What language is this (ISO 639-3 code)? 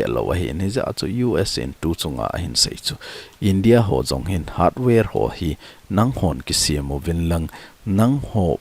tcz